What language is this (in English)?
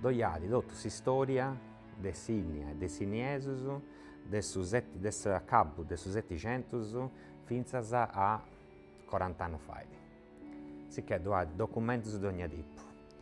Sardinian